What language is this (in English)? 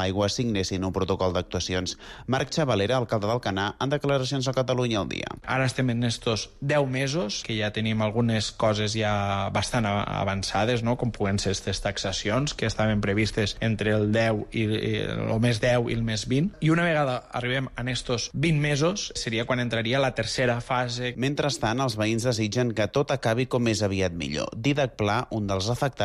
Catalan